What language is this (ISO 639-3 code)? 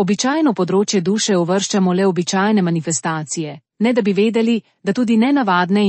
slv